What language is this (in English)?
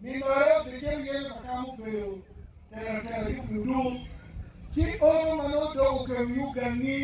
Acoli